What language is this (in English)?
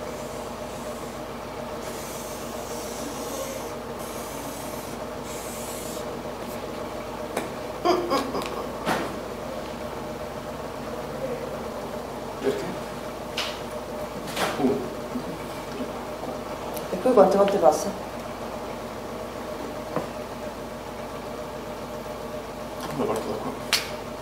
Italian